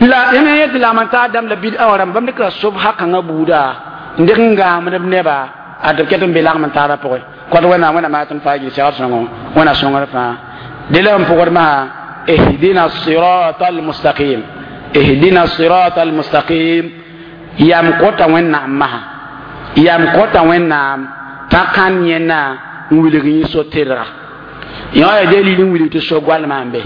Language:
Mossi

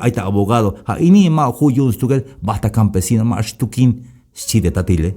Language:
Tzeltal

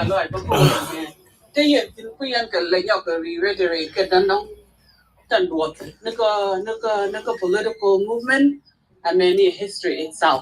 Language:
Nuer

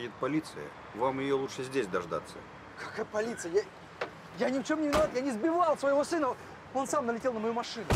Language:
Russian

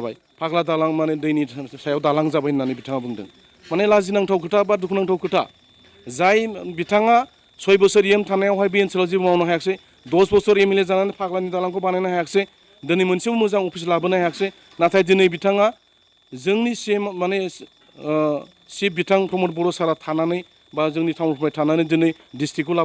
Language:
Bodo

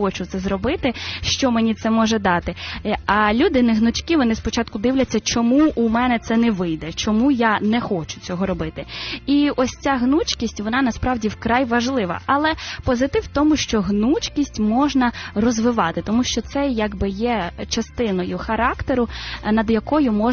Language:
Ukrainian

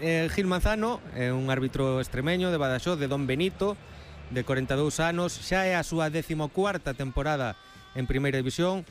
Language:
Galician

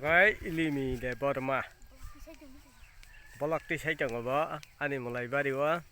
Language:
Kok Borok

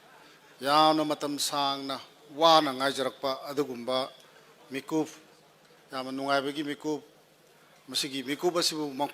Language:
Manipuri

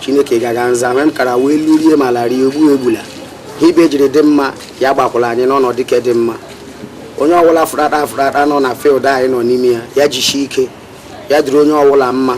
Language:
Igbo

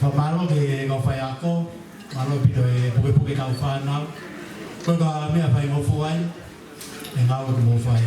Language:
Tongan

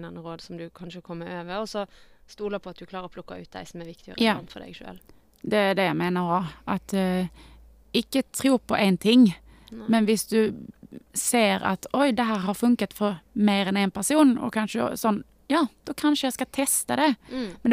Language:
Norwegian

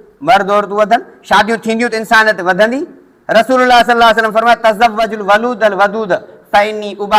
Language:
Sindhi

